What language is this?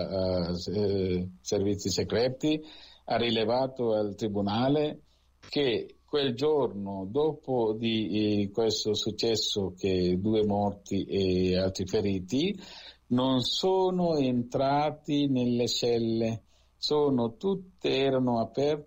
Italian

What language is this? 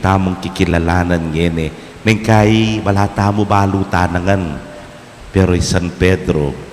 Pampanga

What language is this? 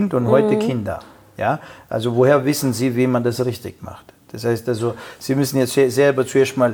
German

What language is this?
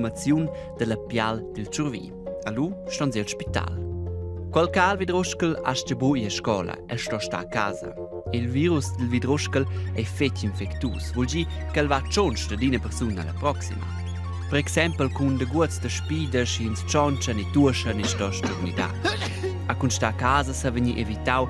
Romansh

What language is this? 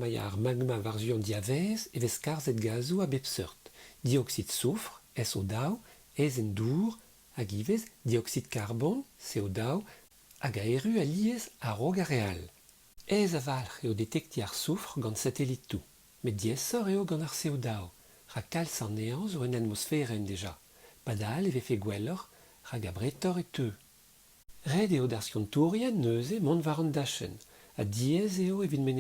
Breton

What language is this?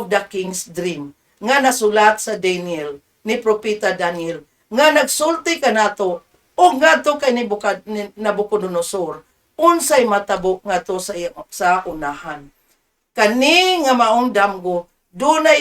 Cebuano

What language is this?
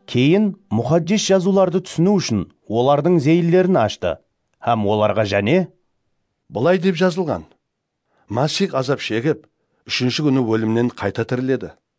Kara-Kalpak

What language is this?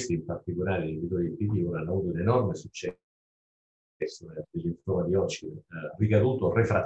Italian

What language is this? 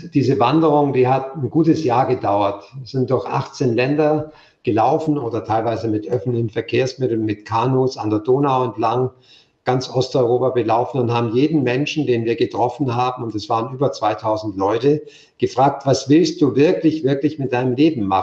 German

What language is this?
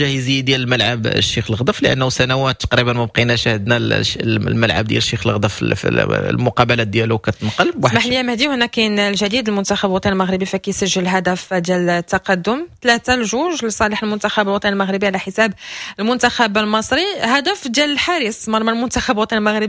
Moroccan Arabic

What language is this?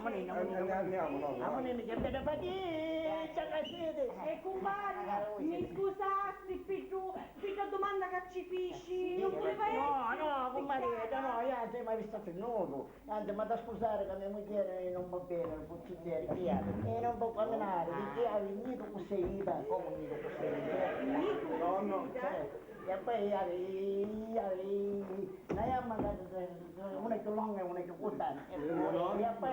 Sicilian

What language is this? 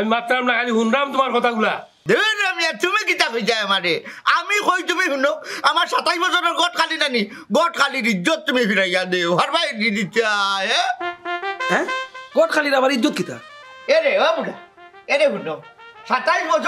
Sylheti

